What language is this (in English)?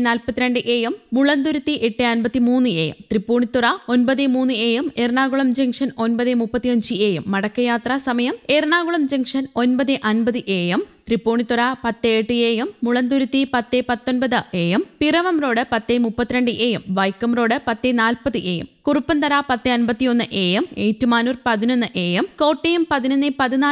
Malayalam